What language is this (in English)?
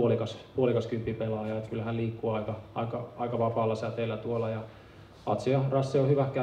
Finnish